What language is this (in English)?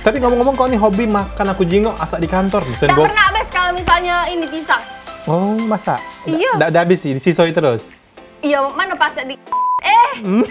Musi